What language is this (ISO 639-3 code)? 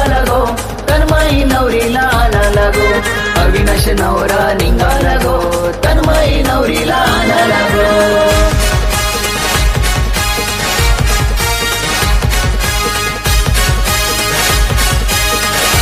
mar